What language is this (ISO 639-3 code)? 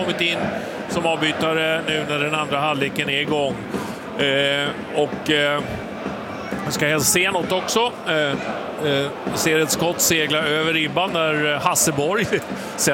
swe